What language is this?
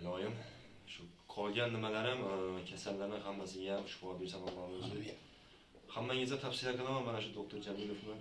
Uzbek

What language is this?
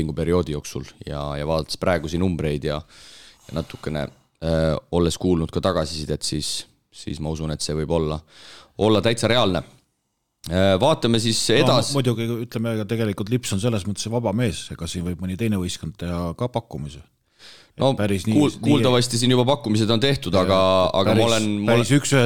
Estonian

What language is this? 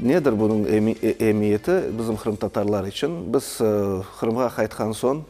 Crimean Tatar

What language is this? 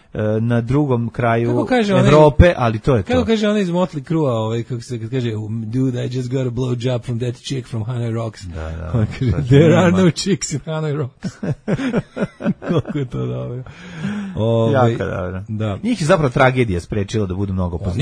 Serbian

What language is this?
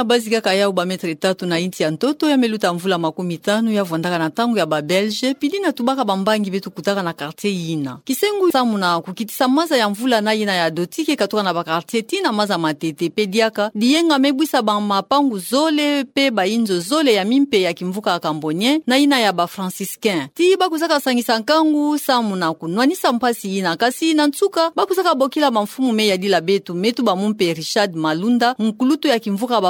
Kituba (Democratic Republic of Congo)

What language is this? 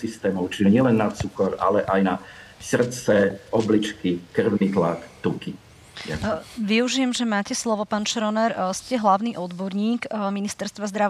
Slovak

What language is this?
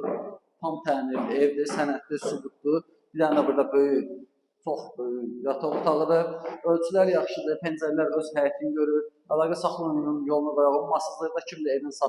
Azerbaijani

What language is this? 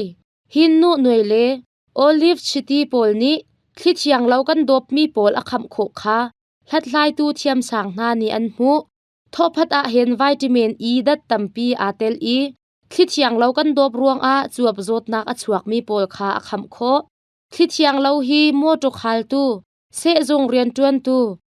Hakha Chin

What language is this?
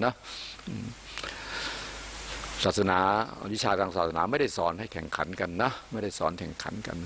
Thai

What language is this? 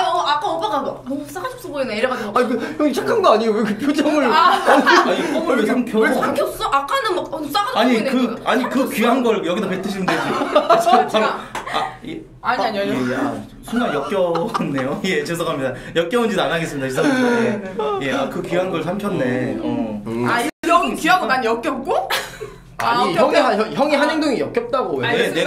Korean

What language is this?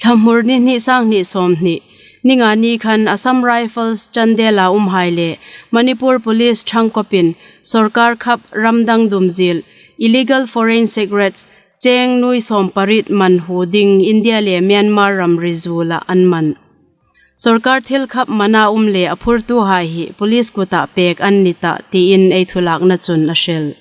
Hmar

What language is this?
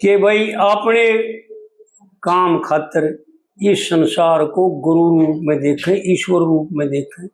Haryanvi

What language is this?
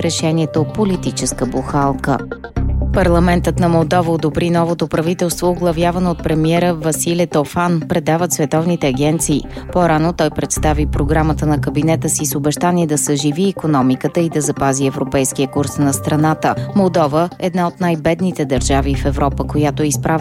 Bulgarian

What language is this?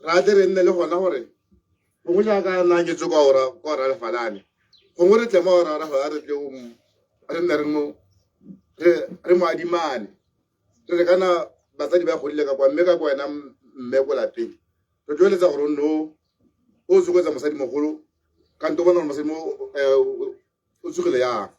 Tswana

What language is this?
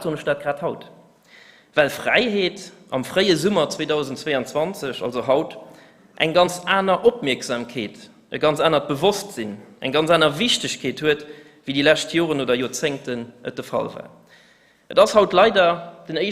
Luxembourgish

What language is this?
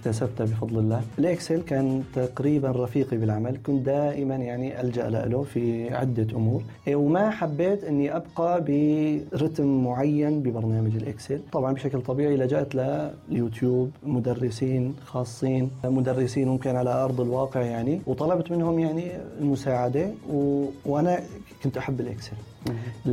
North Levantine Arabic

